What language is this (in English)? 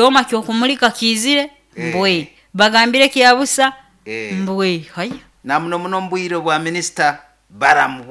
Nyoro